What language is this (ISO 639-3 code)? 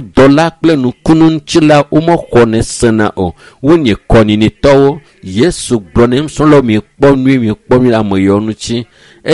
ewe